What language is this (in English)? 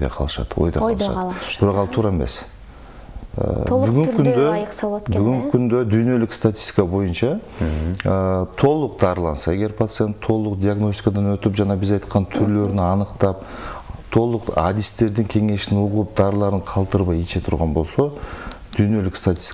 Kyrgyz